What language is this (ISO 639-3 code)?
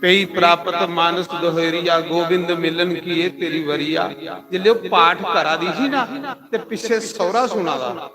doi